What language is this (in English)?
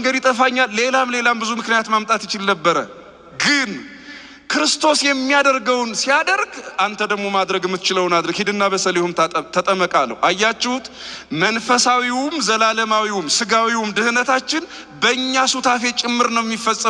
Amharic